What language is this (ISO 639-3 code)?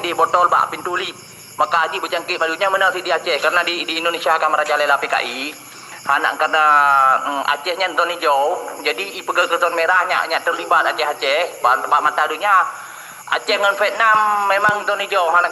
ace